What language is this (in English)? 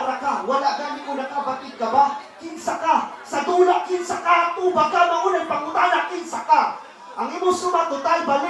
Cebuano